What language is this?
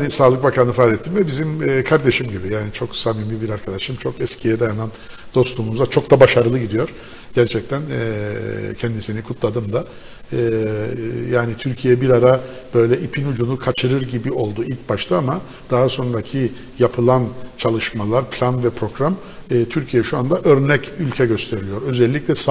Turkish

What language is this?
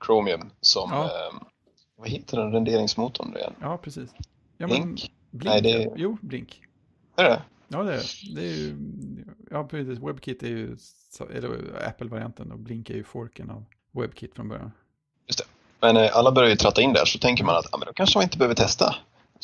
Swedish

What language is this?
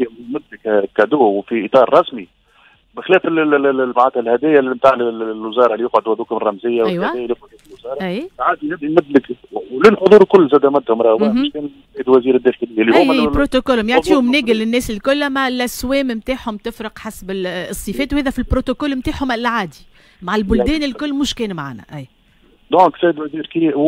Tunisian Arabic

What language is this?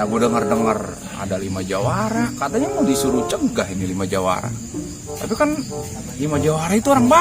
Betawi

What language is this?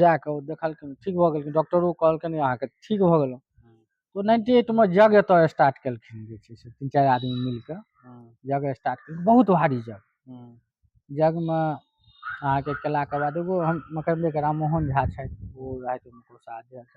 Maithili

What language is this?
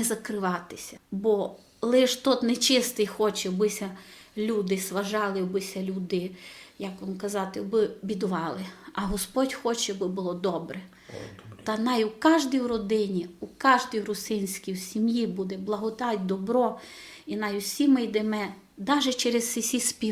Rusyn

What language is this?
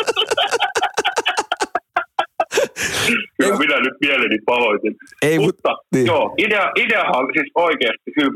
Finnish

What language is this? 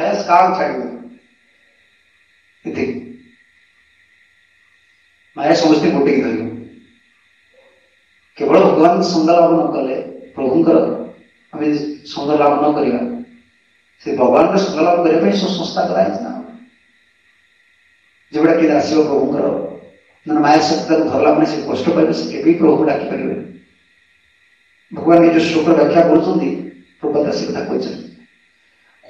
Odia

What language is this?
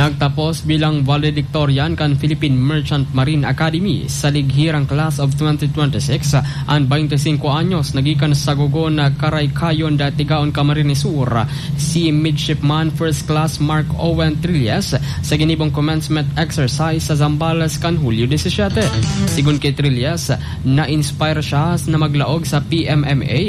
Bikol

